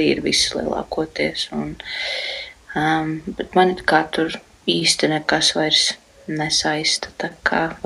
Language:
Latvian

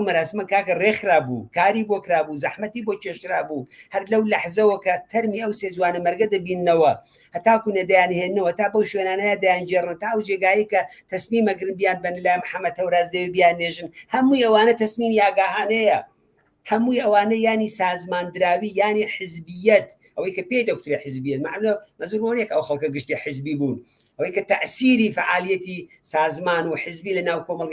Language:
Central Kurdish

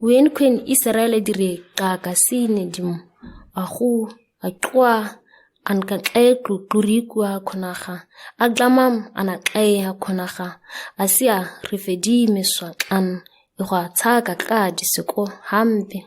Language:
ǁGana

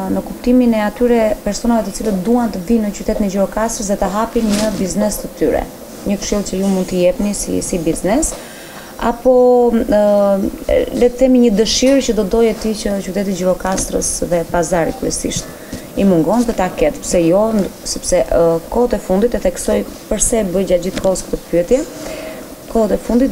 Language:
Albanian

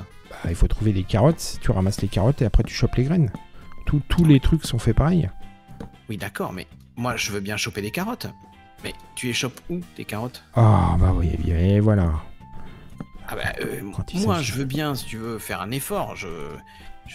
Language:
French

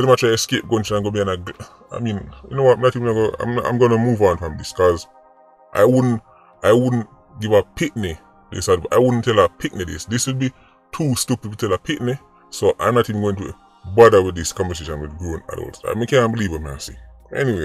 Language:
Jamaican Creole English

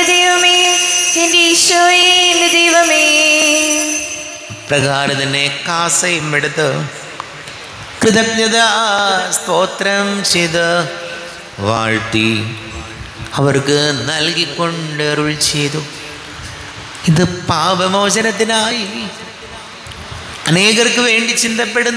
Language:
Malayalam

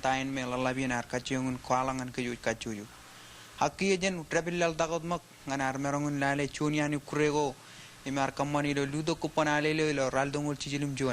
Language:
Marshallese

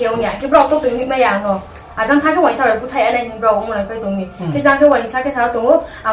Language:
Riang (India)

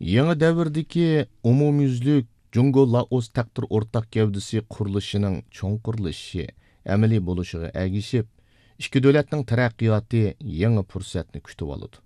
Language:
Uyghur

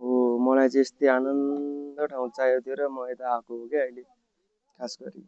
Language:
Nepali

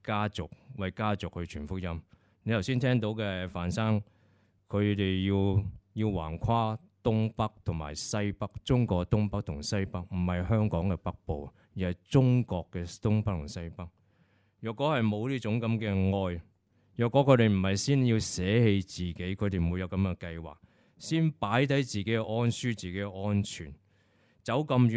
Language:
Cantonese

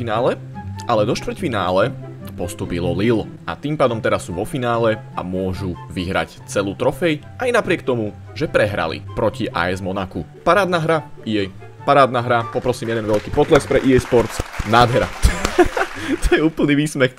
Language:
Slovak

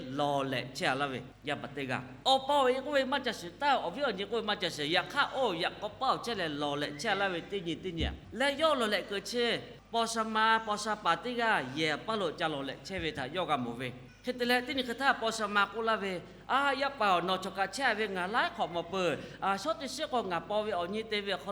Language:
Lahu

